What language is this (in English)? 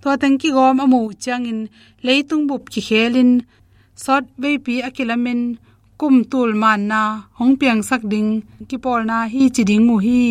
Tedim Chin